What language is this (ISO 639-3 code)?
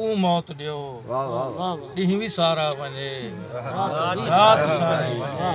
skr